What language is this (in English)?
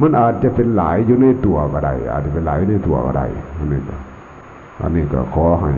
Lao